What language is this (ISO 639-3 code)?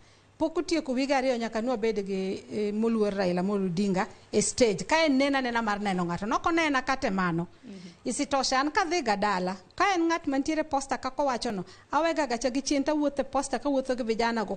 luo